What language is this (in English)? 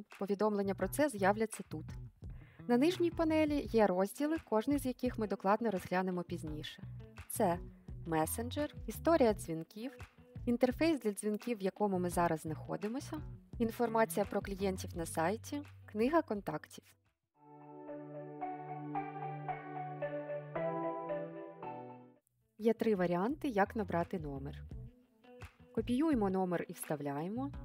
Ukrainian